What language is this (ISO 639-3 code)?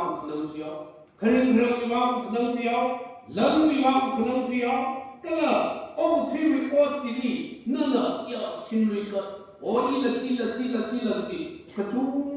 nmf